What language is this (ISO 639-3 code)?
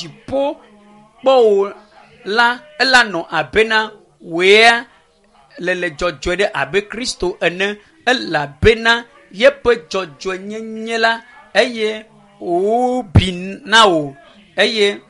ewe